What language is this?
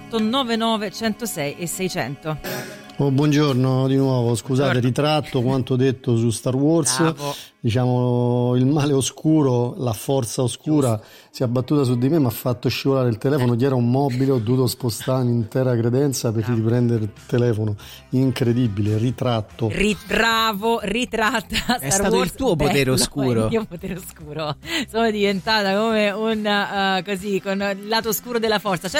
Italian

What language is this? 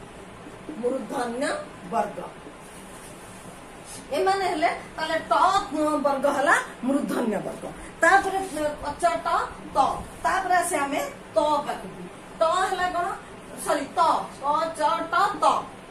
Odia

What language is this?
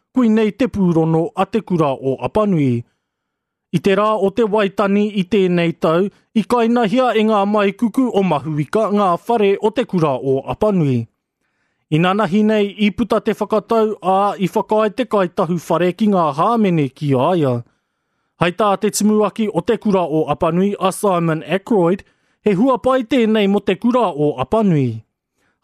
Māori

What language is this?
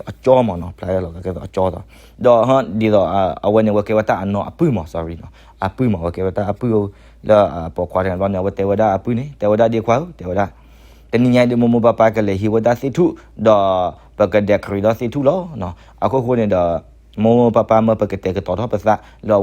S'gaw Karen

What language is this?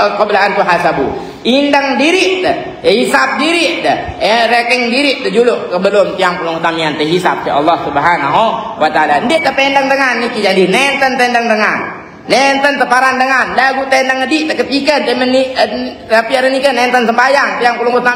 Sasak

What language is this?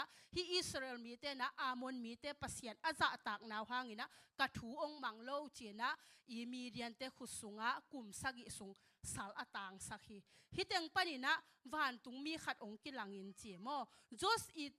Tedim Chin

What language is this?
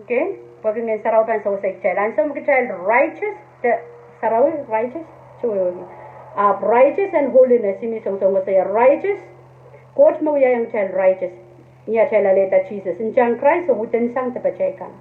Pohnpeian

